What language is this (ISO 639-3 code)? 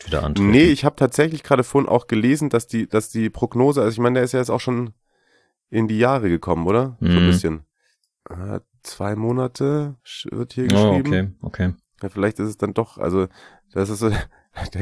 deu